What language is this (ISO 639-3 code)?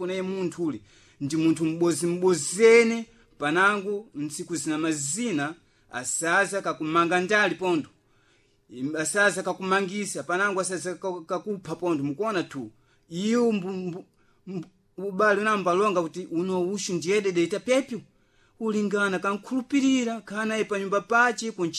seh